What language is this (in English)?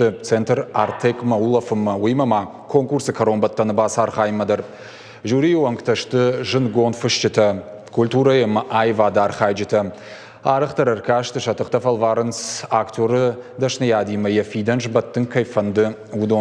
Ossetic